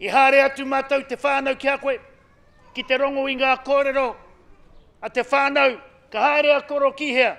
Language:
Māori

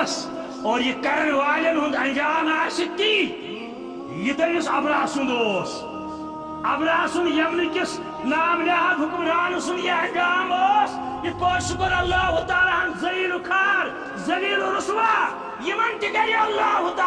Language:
Kashmiri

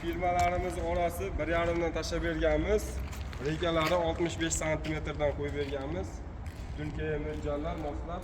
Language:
Uzbek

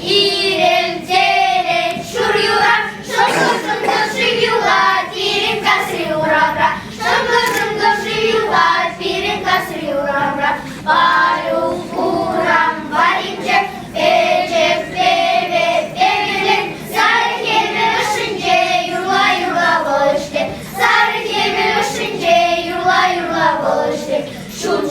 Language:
Chuvash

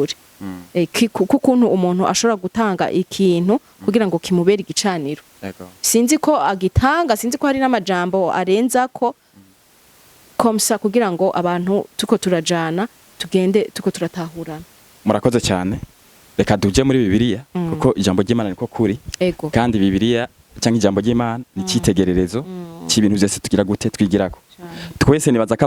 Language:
Rundi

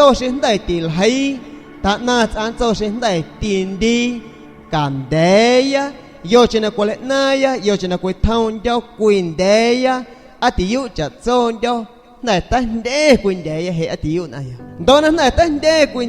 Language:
San Pedro Amuzgos Amuzgo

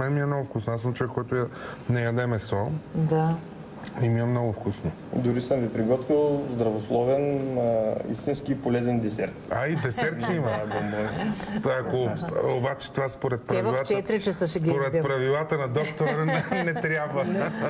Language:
Bulgarian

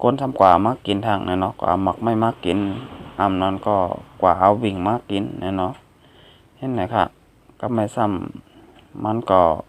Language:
Shan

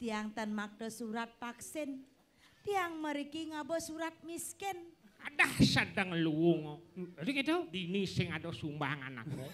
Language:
Balinese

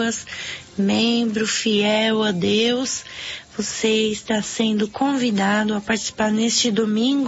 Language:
Portuguese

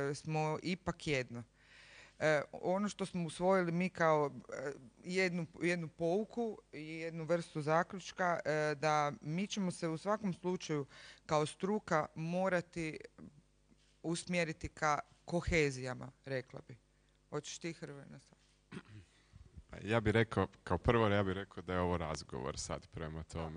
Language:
Croatian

